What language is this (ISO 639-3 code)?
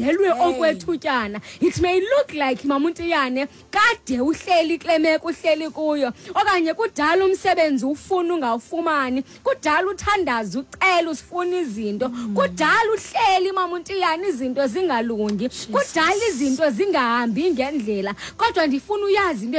xho